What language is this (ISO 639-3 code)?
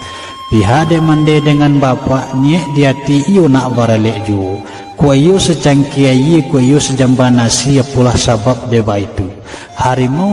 min